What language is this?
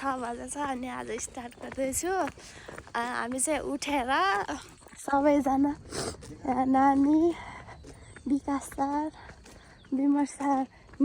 Nepali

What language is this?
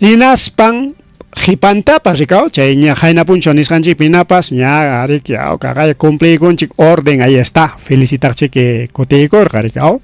Ayacucho Quechua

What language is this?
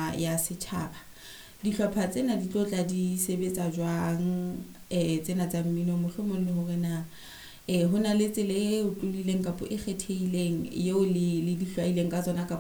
Southern Sotho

